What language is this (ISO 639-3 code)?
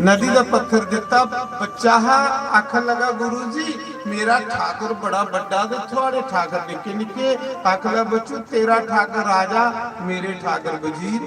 doi